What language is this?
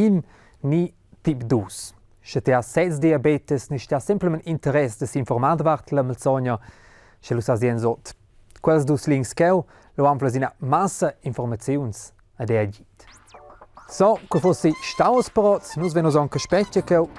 Romansh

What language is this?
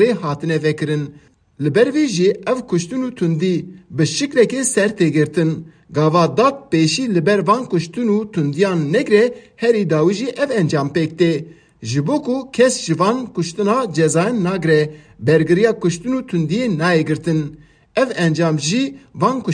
Kurdish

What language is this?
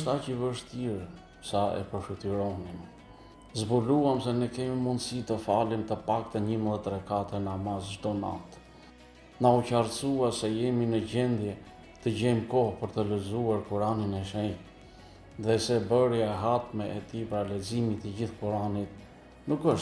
Albanian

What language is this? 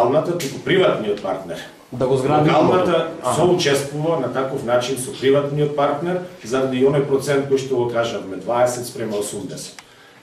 Macedonian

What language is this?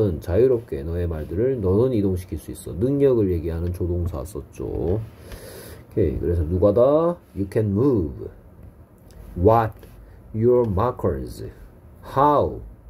Korean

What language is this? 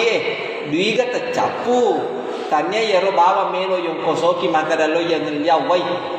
Buginese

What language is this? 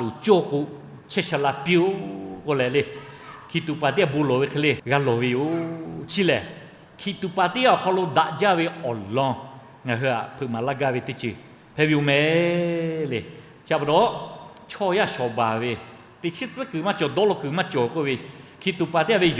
Lahu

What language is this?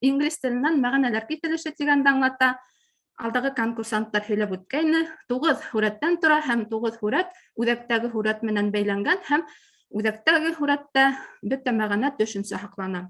Bashkir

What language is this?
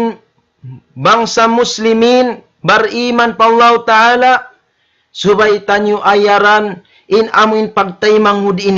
Tausug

